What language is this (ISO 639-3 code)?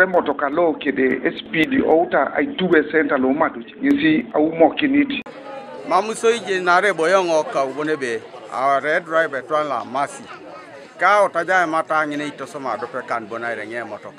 teo